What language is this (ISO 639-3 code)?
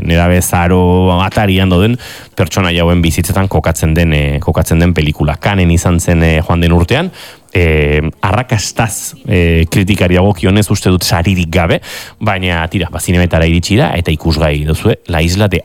eus